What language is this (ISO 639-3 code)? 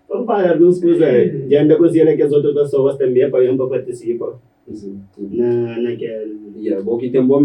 kea